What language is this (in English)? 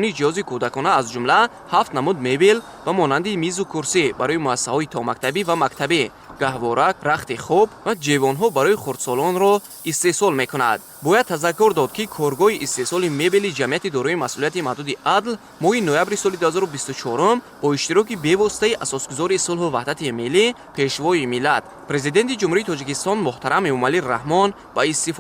Tajik